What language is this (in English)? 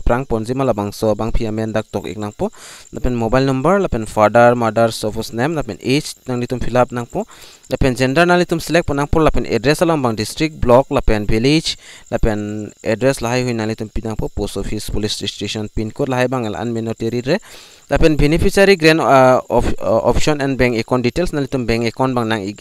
Karbi